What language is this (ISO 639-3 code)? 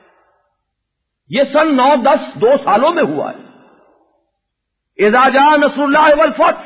urd